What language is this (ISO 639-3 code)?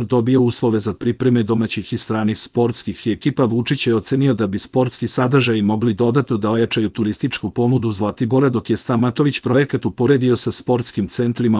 srp